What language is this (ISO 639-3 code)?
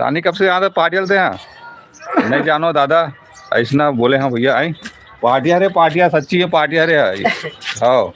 hne